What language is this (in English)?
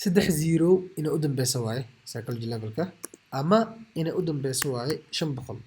Somali